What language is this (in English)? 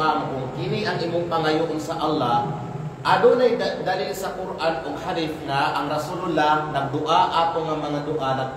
Kalagan